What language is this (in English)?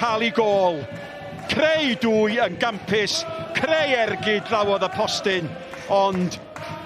Welsh